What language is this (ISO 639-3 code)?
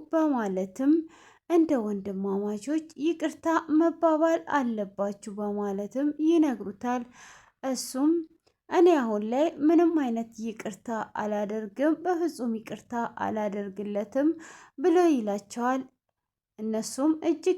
amh